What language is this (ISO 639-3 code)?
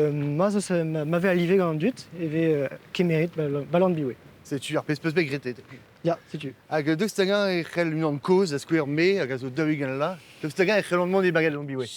bre